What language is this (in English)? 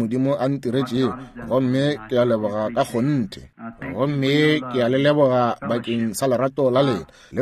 Northern Sotho